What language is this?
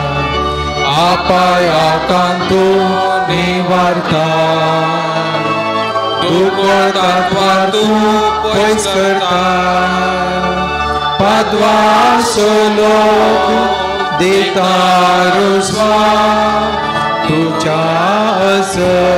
Konkani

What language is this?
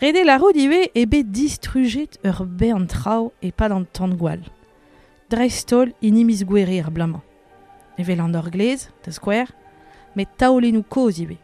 Breton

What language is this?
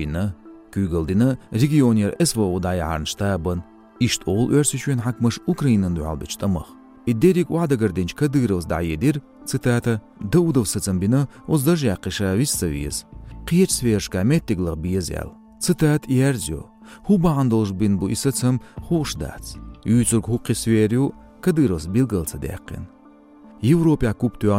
Chechen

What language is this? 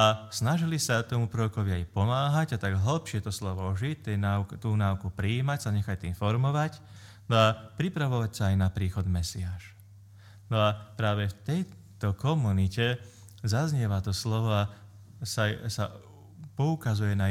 Slovak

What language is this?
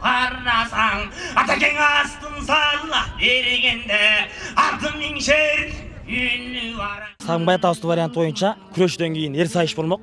Kyrgyz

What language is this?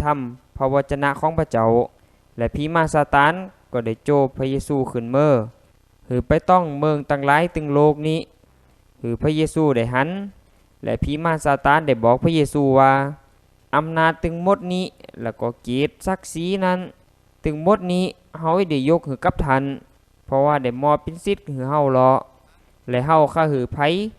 Lao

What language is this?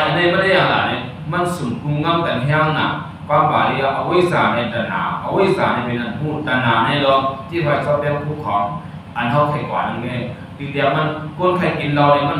Shan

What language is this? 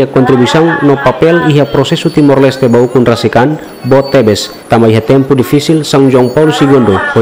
Tetum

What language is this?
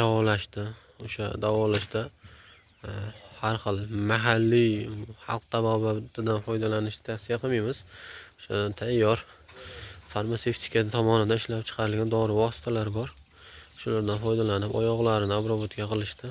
Uzbek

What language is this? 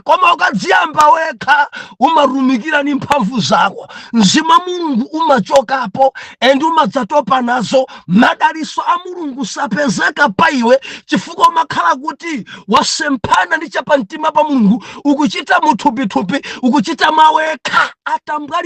Nyanja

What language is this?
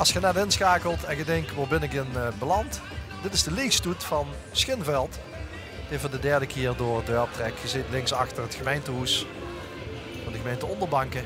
Limburgish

